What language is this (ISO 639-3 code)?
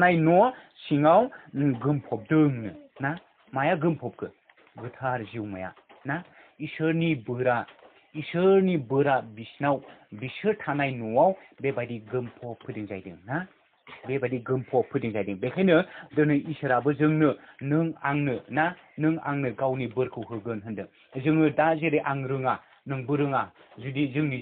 brx